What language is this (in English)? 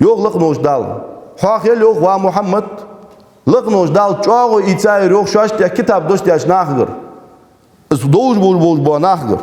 Ingush